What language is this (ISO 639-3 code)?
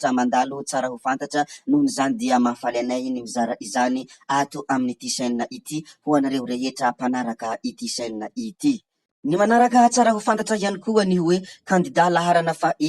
mlg